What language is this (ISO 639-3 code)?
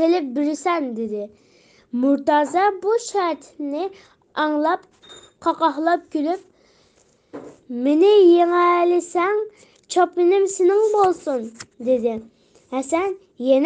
uig